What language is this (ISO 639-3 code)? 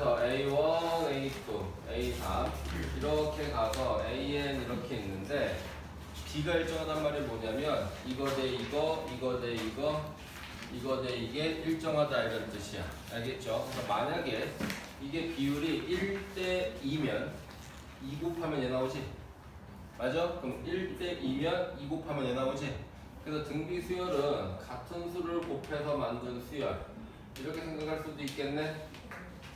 kor